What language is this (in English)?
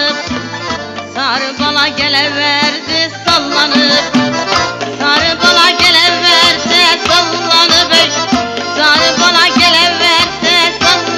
Turkish